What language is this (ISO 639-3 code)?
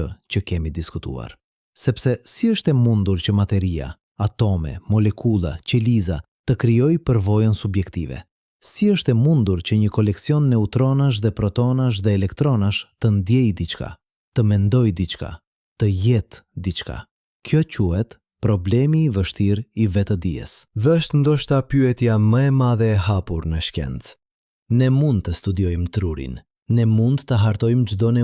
sqi